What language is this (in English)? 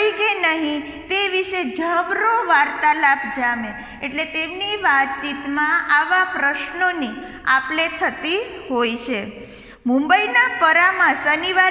Gujarati